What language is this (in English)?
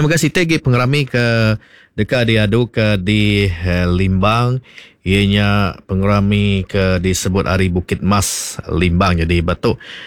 Iban